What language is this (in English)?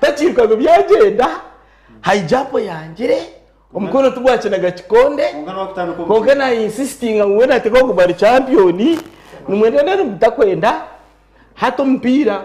Nyankole